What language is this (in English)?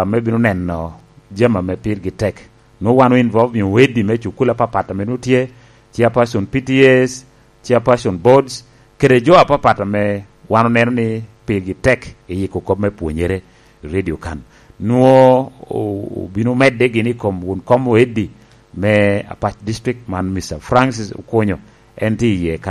Lango (Uganda)